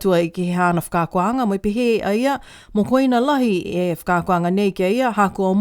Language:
Niuean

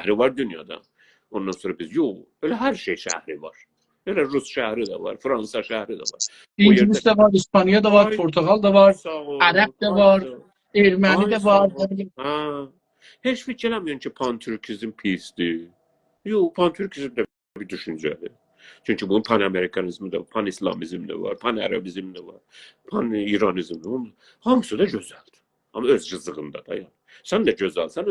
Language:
South Azerbaijani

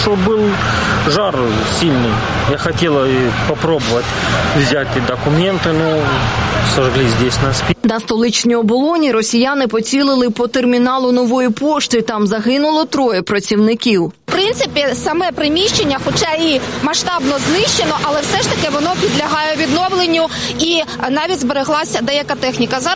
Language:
Ukrainian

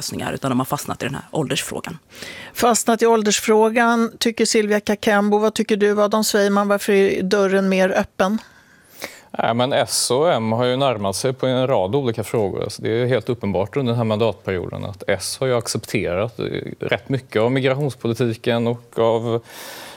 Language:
Swedish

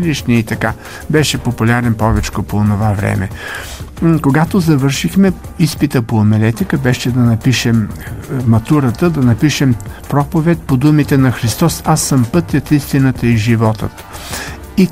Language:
Bulgarian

